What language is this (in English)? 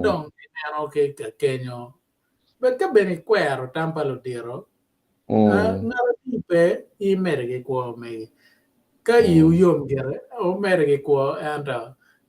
Acoli